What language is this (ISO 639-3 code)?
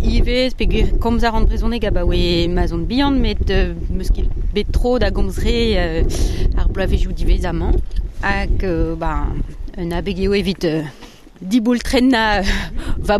bre